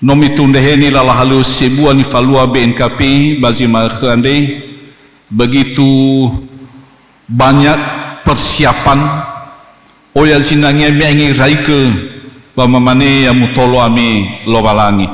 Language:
Nias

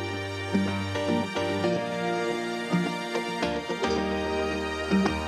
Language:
Finnish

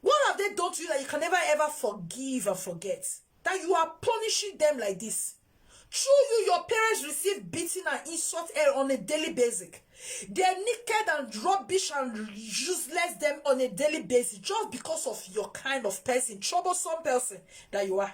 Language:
Nigerian Pidgin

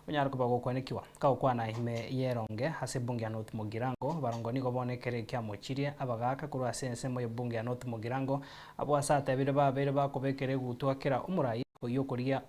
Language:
Gusii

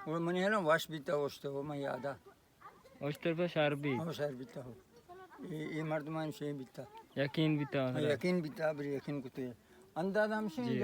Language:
Baluchi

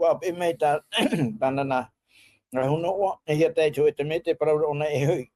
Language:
Tahitian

